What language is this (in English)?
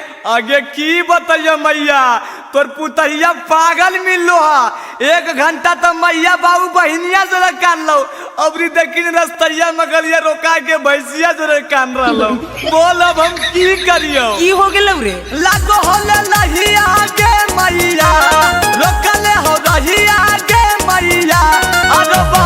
Magahi